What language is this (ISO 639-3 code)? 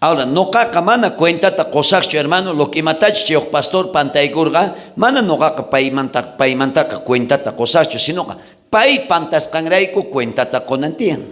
quh